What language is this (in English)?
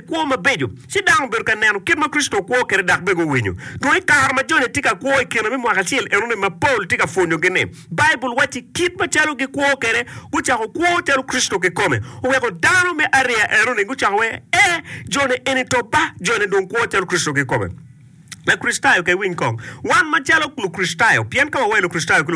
Acoli